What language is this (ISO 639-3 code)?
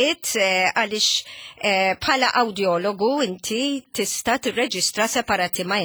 mlt